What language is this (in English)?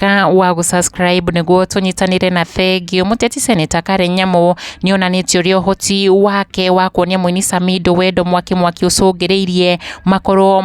Kikuyu